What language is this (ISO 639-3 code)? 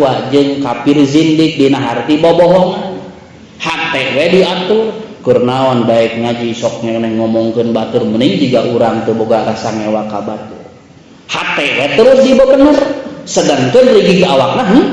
sun